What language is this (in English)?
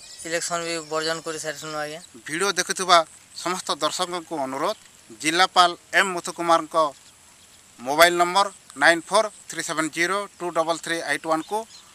Odia